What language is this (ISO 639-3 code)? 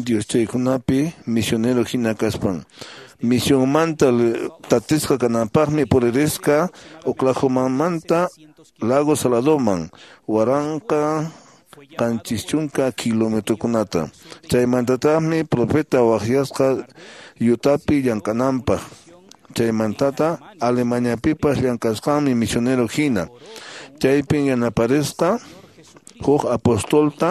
que